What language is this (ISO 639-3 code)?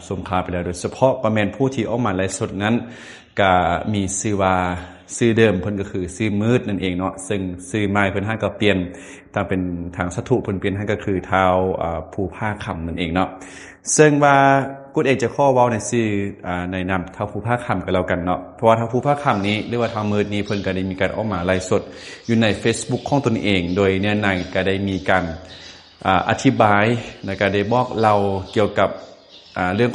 lao